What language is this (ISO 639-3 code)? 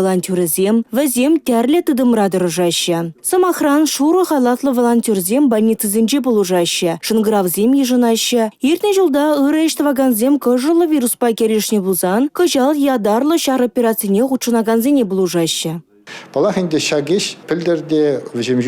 chv